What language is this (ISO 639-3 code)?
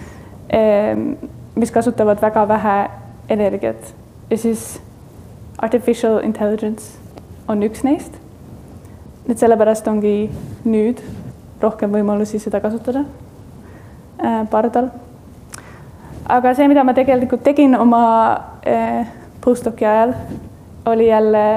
est